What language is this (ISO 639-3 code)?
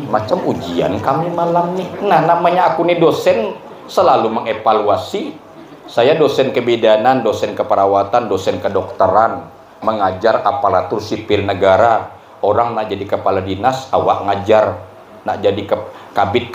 bjn